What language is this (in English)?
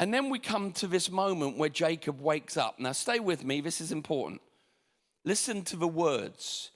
English